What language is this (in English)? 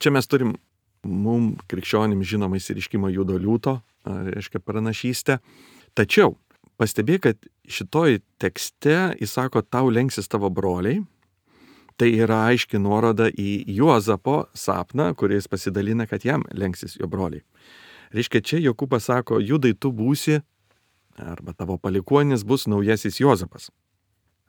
Lithuanian